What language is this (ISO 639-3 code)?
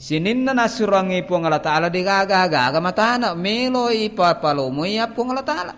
bug